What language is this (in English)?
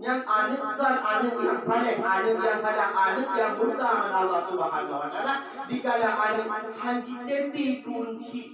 Achinese